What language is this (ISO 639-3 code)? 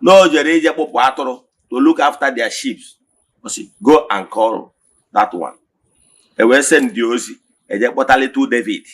ibo